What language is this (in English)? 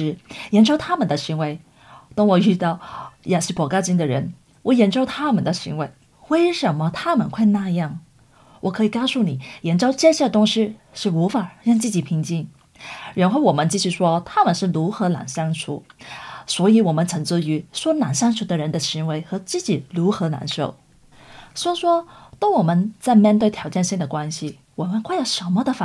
Chinese